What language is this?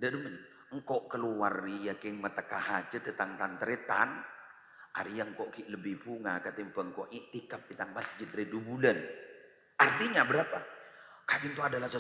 Madurese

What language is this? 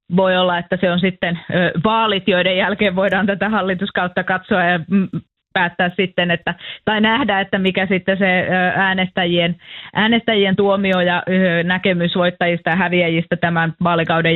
Finnish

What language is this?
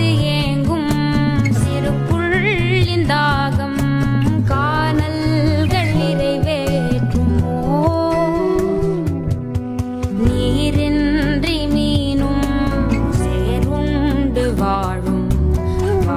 Tamil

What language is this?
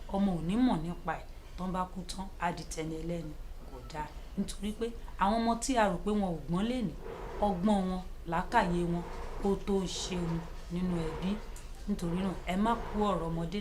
Yoruba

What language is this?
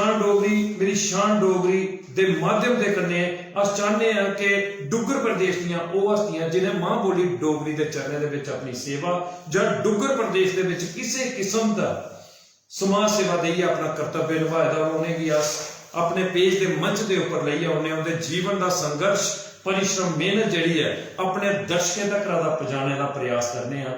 Dogri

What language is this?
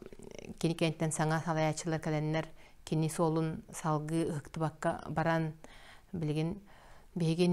Yakut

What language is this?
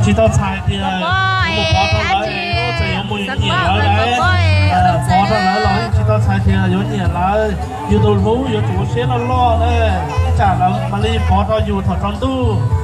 Hmong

